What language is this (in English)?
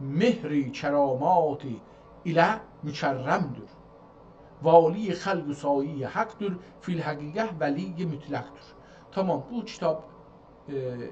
South Azerbaijani